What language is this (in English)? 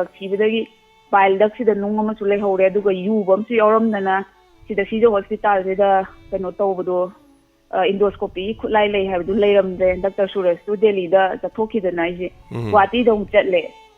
Manipuri